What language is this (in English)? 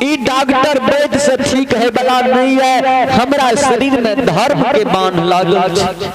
Maithili